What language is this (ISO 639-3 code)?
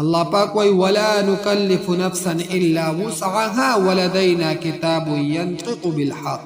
pus